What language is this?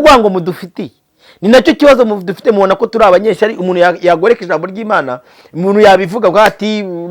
Kinyarwanda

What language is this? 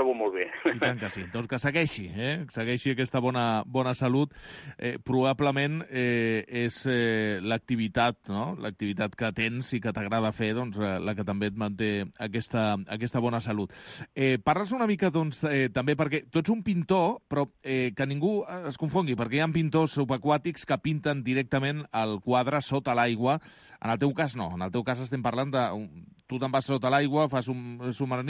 Catalan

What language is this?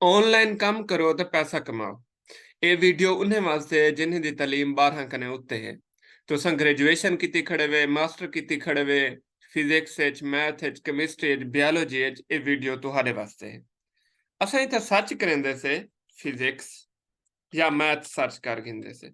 Saraiki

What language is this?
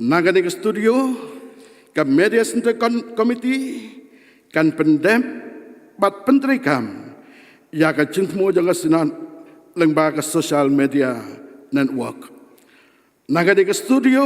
Khasi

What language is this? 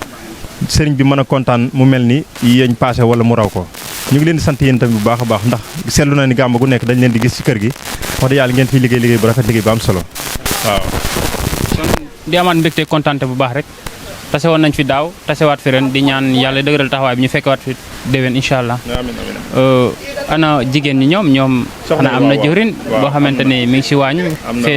Wolof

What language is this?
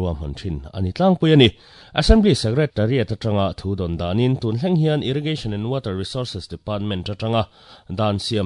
Mizo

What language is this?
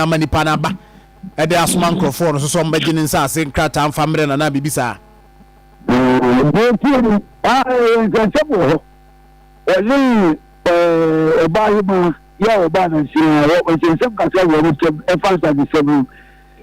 Akan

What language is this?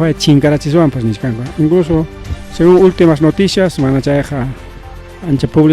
Ayacucho Quechua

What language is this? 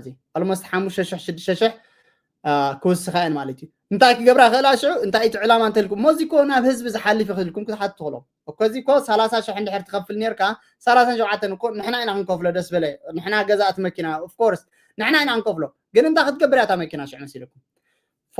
Tigrinya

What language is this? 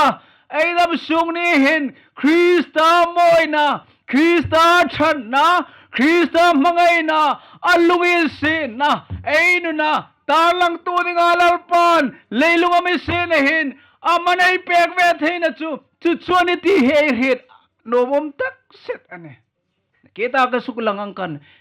Hmar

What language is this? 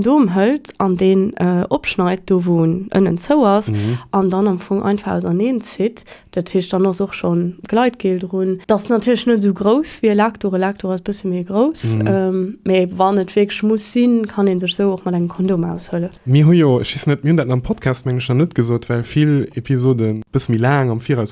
Luxembourgish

